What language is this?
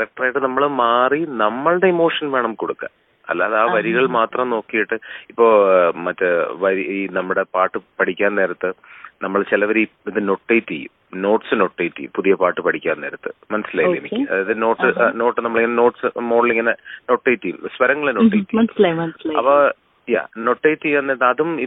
Malayalam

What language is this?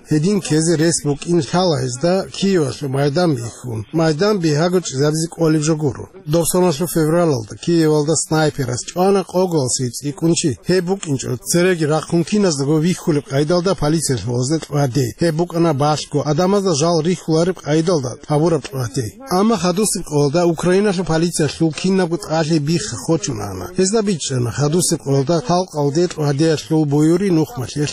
Avaric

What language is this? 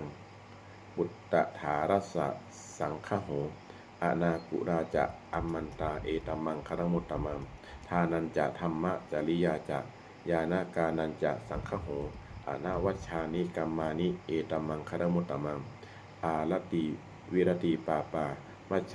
Pali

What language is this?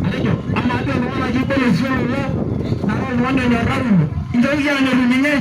Masai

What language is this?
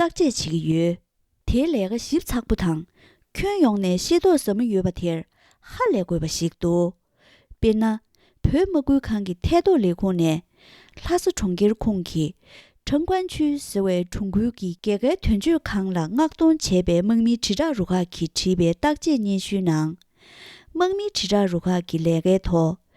Tibetan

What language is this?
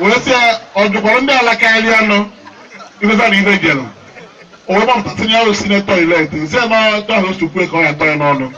Igbo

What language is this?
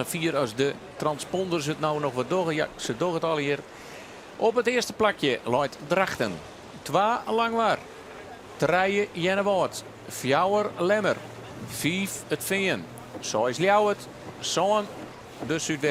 Western Frisian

